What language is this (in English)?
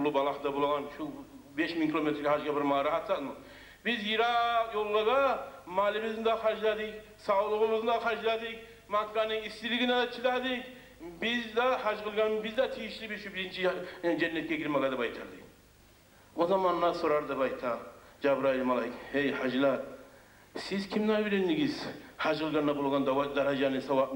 Kumyk